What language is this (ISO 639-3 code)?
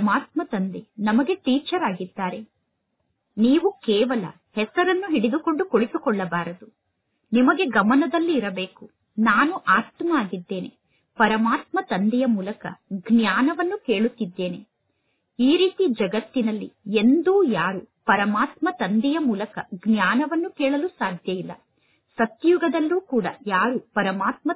kan